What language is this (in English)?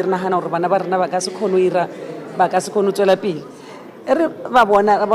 Tswana